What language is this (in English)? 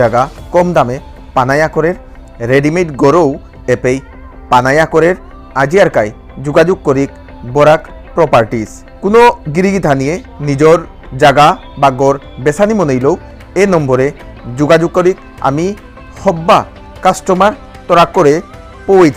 Bishnupriya